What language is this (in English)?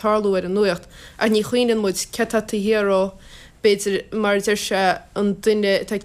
Irish